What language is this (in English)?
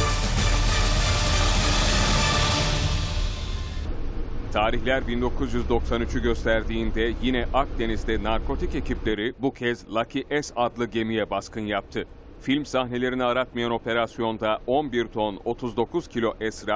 Turkish